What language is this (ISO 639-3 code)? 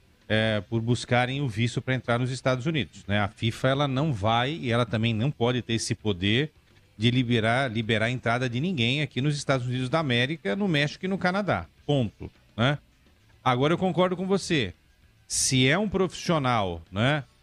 por